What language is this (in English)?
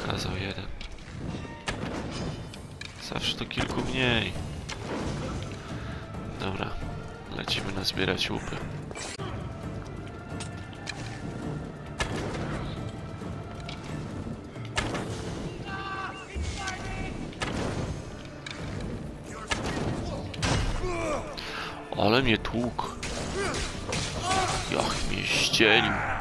Polish